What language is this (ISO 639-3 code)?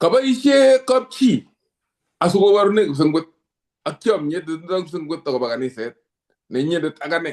kln